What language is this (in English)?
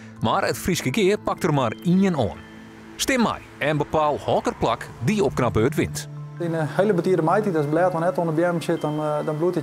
Western Frisian